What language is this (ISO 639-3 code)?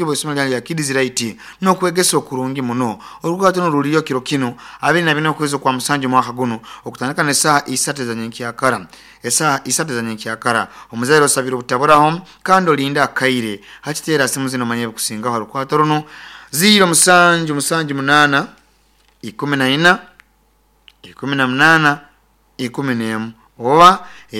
nyo